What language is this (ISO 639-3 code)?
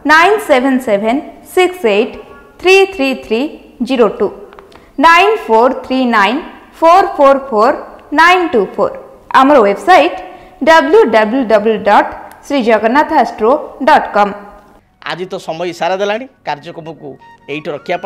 ori